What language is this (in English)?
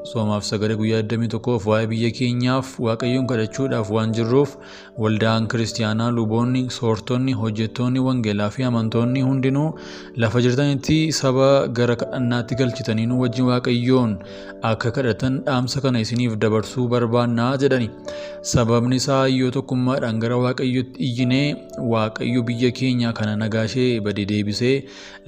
Oromo